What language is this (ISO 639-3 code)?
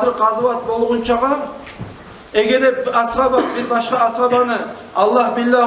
kum